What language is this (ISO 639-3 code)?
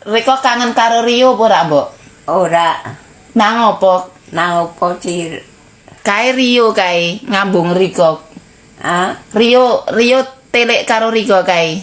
jav